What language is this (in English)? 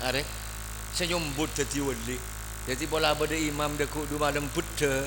Madurese